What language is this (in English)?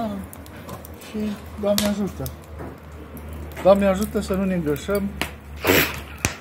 Romanian